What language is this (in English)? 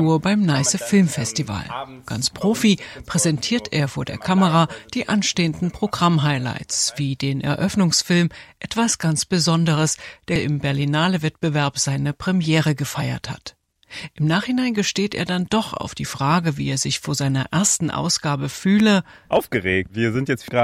German